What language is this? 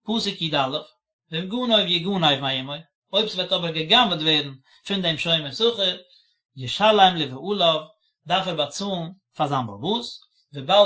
Yiddish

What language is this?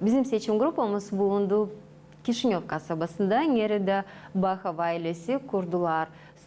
Gagauz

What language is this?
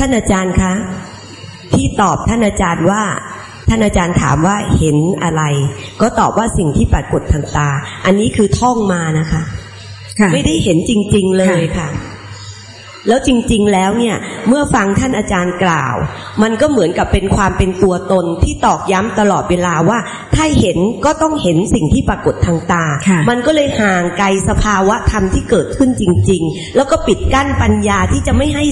Thai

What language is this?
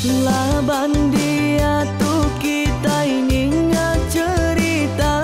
Iban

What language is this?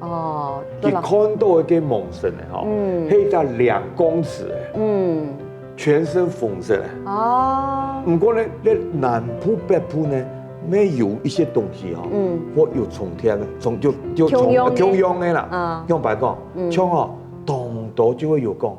Hakka Chinese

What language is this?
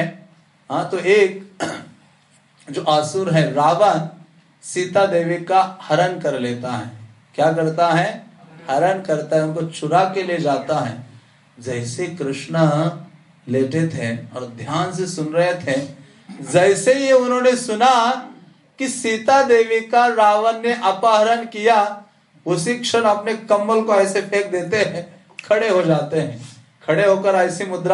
Hindi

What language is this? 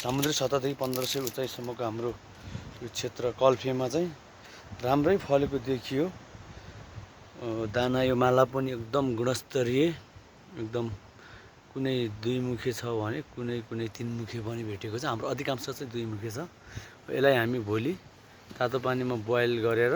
Nepali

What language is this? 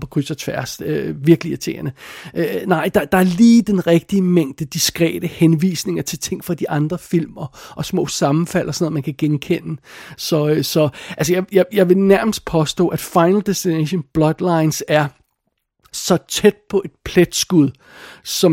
Danish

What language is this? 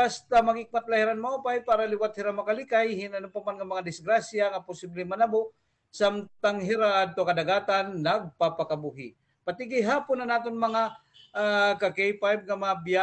Waray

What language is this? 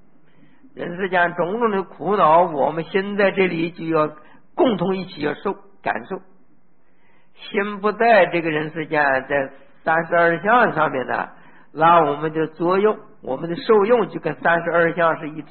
Chinese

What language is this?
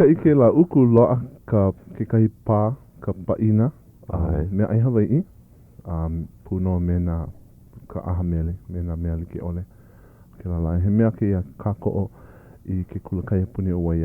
Hawaiian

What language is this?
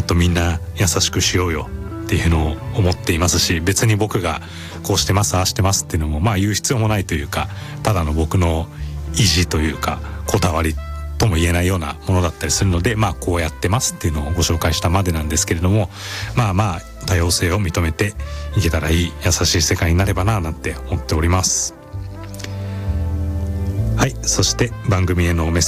Japanese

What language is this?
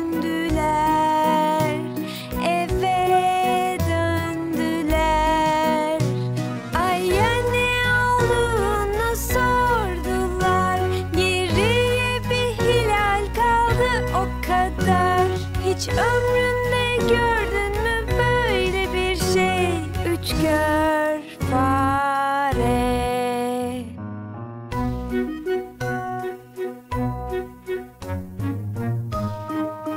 Turkish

